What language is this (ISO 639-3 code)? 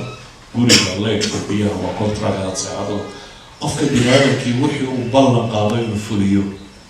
som